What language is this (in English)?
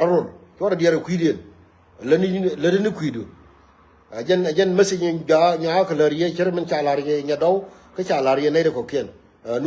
Nuer